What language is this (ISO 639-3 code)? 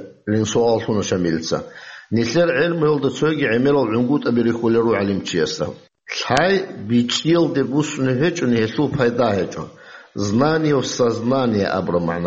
ava